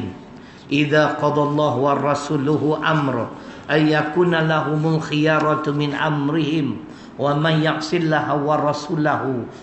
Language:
Malay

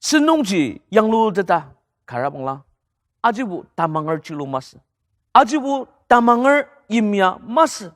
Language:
Ao Naga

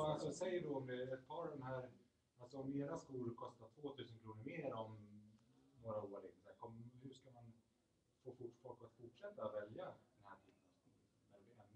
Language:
Swedish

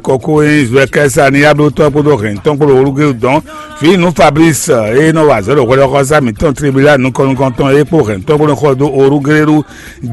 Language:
Fon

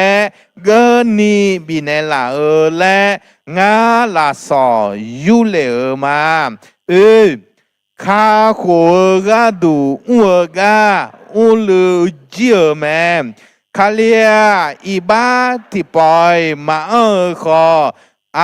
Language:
Akha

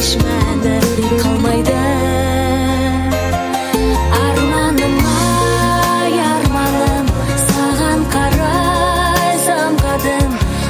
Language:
Kazakh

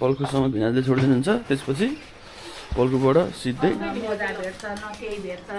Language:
Nepali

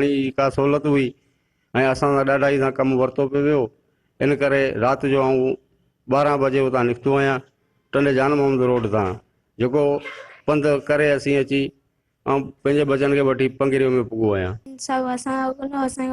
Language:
Sindhi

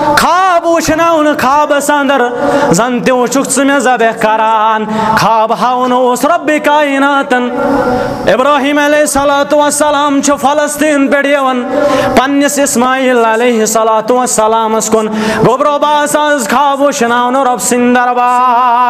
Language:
Kashmiri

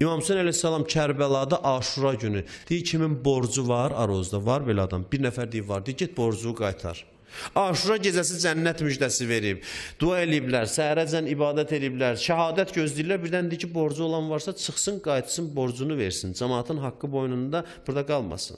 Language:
Azerbaijani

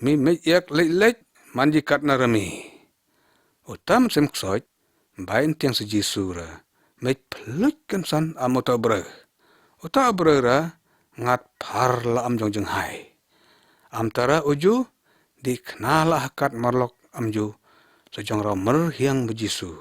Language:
Lyngngam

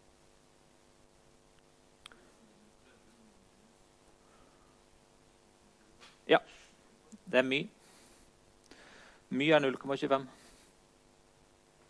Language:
Norwegian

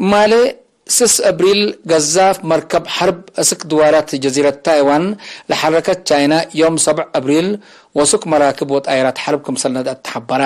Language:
Tigre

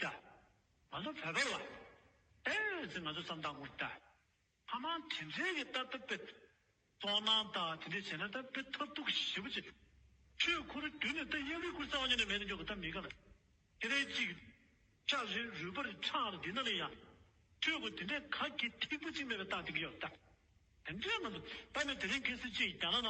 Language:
Tibetan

